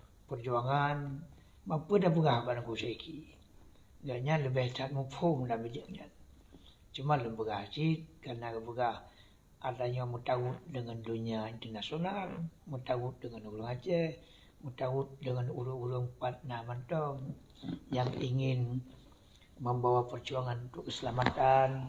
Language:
Achinese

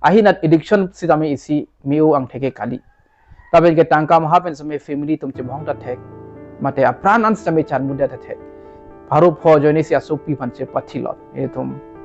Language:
Karbi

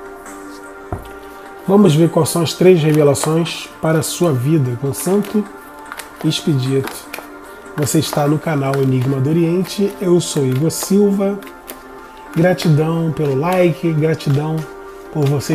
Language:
Portuguese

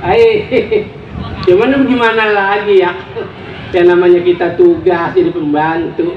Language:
Betawi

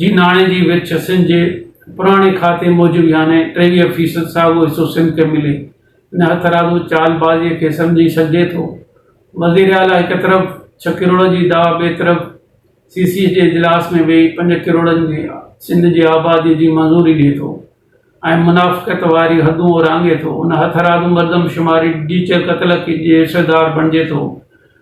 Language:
Sindhi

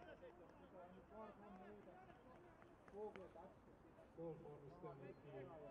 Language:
Estonian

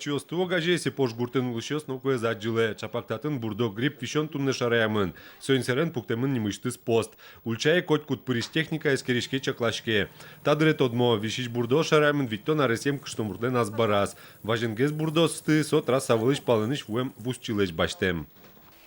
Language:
Udmurt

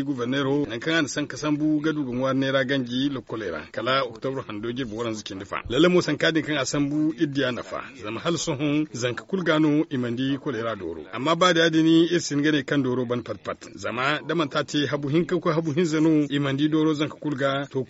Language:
Zarma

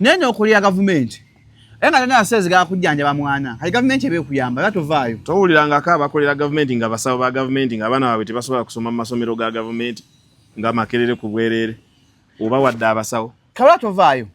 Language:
Ganda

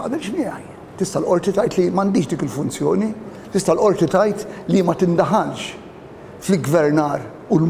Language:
Maltese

